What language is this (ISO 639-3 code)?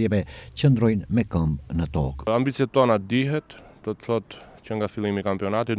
sqi